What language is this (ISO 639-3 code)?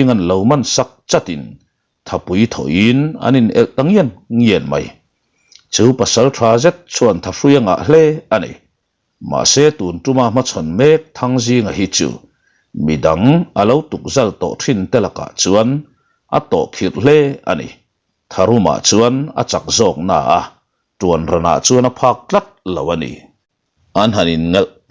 lus